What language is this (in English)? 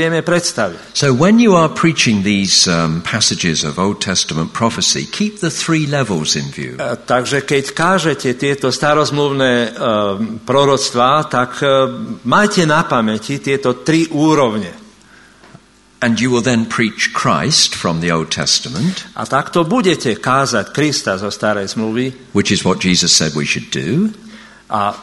Slovak